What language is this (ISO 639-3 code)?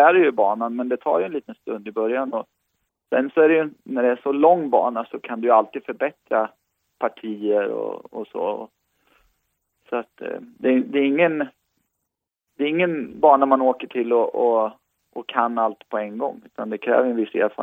swe